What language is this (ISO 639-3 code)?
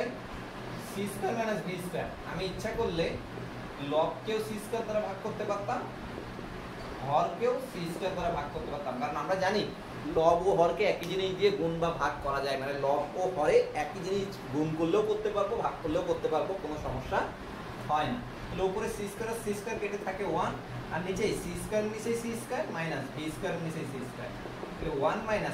ben